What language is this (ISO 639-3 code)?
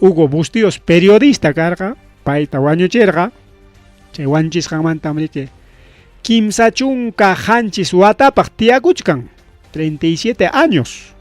quy